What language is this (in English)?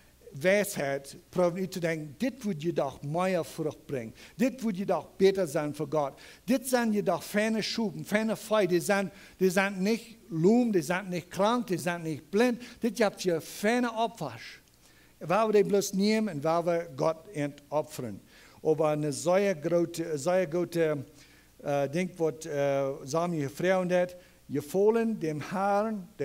Plautdietsch